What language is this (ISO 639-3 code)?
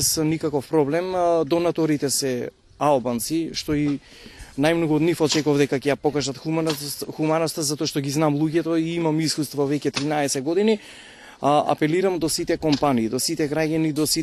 mkd